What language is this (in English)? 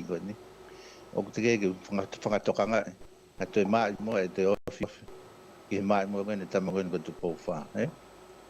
Tongan